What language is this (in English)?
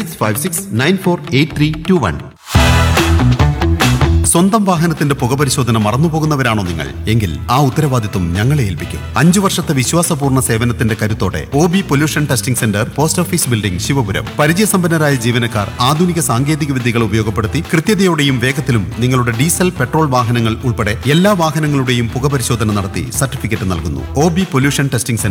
Malayalam